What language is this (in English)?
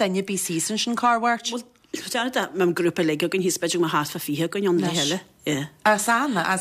Irish